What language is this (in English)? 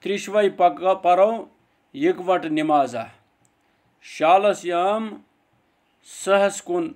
Kashmiri